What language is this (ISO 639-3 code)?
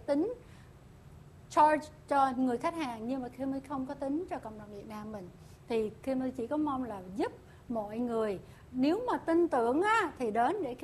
vie